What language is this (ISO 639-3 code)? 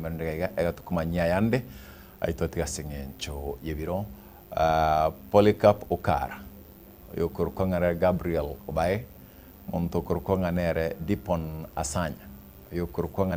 guz